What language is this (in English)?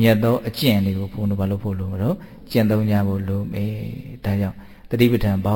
Burmese